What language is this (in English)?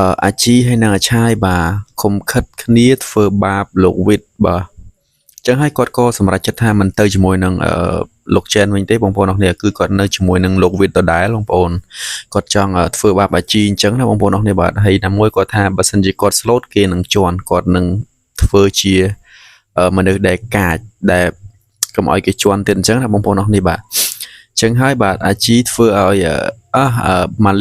Khmer